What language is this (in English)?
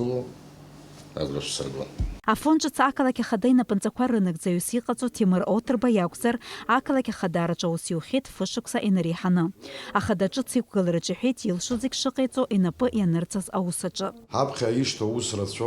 Abkhazian